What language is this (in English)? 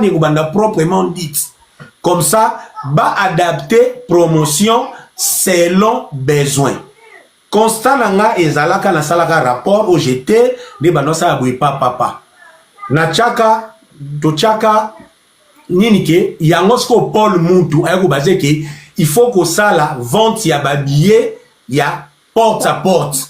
Lingala